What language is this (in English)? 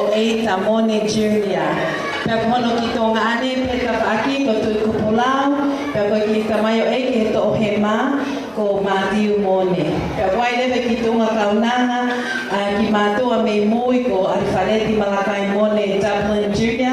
Tongan